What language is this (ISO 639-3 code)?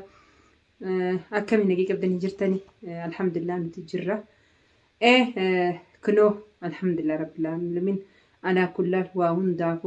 orm